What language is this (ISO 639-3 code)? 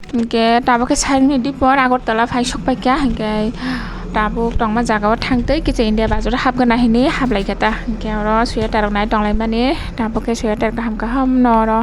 trp